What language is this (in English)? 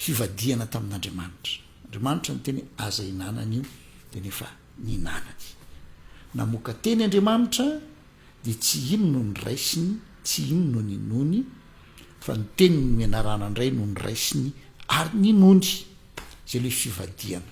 Malagasy